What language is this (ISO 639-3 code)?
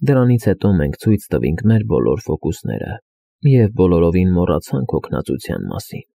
hye